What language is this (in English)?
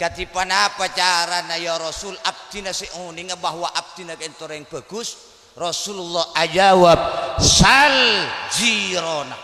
Madurese